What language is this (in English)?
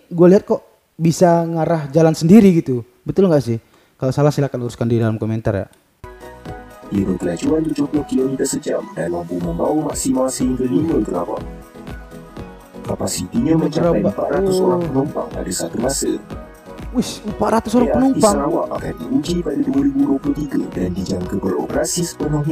Malay